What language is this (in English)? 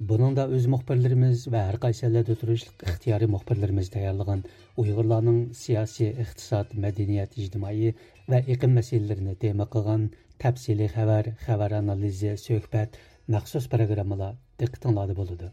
Uyghur